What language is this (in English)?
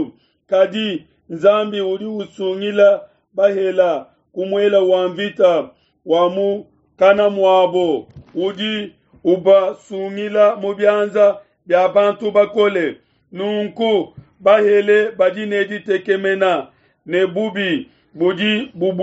Luba-Lulua